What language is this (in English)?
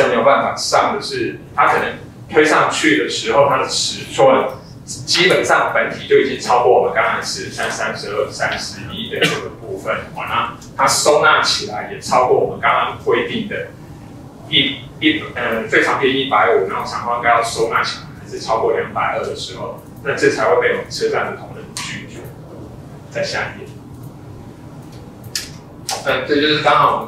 Chinese